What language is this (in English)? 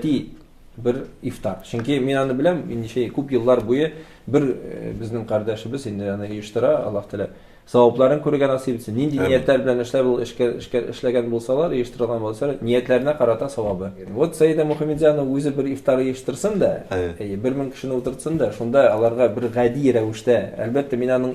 Tatar